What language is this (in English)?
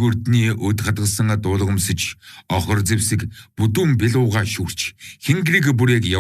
Mongolian